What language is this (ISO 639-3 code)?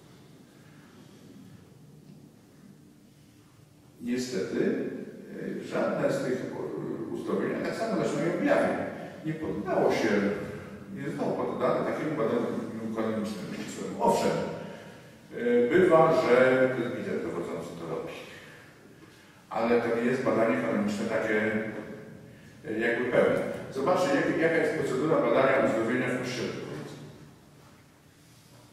pol